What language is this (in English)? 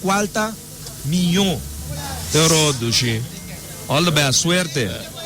Papiamento